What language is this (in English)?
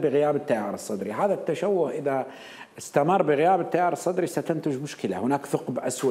Mesopotamian Arabic